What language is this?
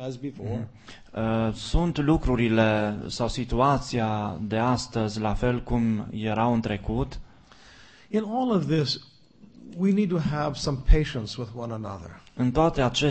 Romanian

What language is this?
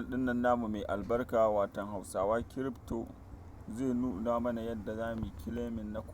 Hausa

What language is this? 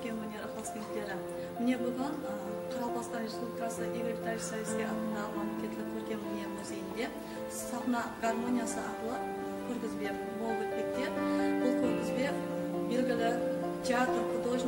Kara-Kalpak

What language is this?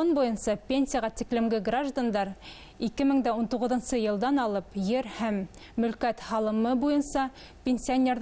Bashkir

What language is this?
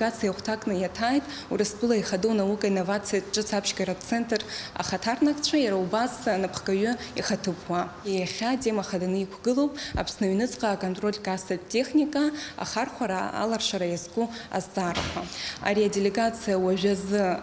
Abkhazian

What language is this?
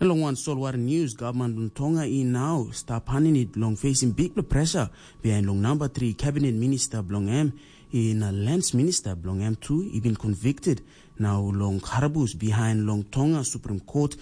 Tok Pisin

